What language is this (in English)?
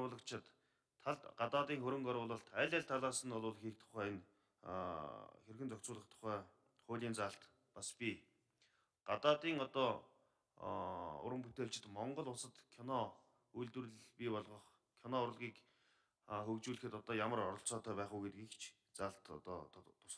Mongolian